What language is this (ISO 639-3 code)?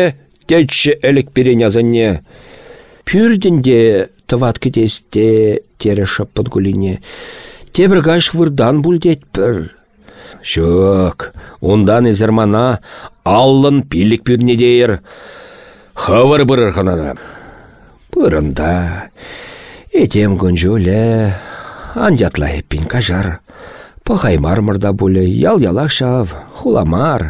chv